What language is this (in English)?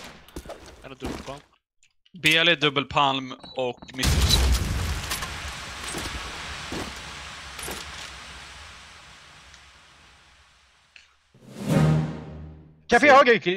Swedish